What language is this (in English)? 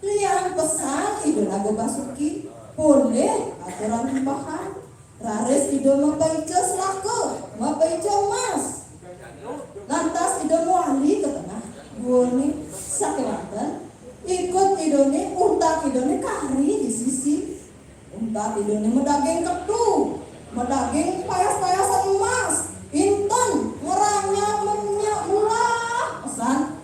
Balinese